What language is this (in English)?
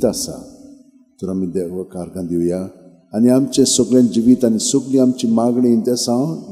Konkani